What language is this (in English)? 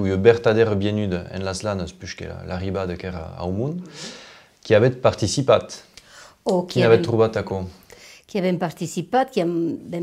Occitan